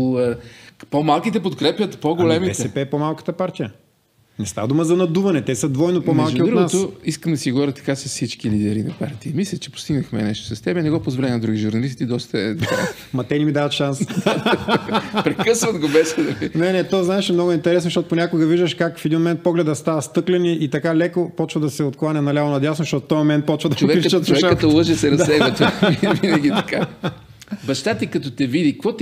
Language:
Bulgarian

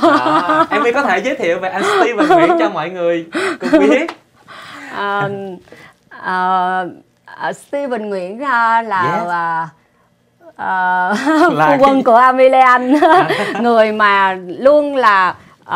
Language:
Vietnamese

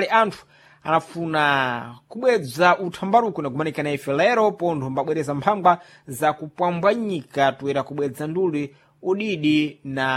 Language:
Sena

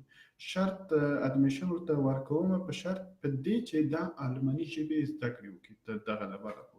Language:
Pashto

